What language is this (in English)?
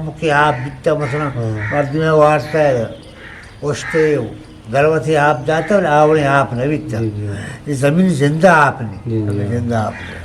Eastern Balochi